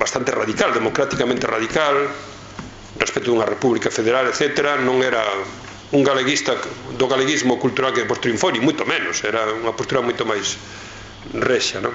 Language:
Galician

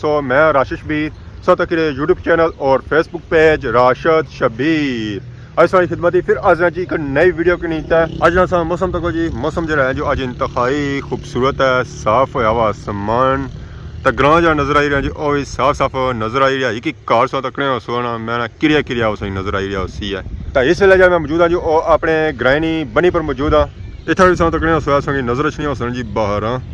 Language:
Pahari-Potwari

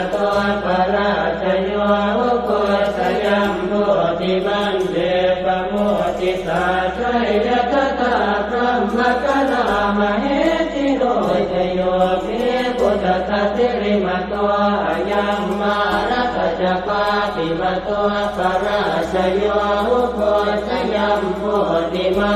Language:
Pali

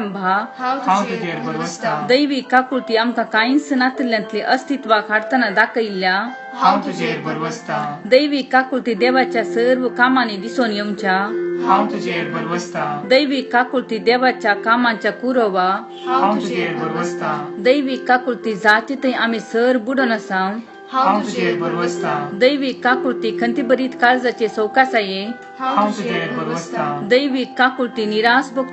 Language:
Konkani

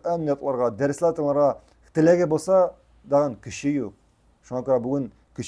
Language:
Tatar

